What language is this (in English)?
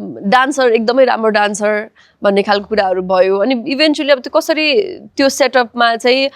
Nepali